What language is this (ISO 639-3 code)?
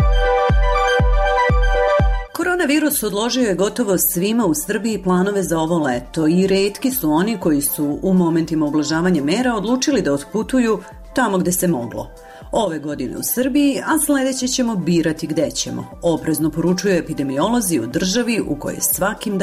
srp